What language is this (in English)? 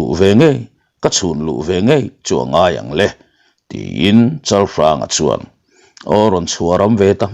Mizo